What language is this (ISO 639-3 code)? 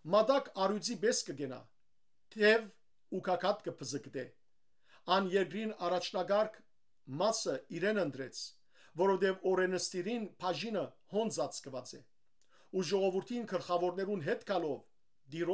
hyw